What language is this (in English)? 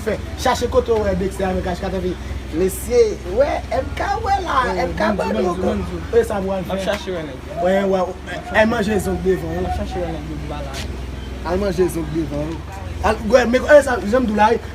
Haitian Creole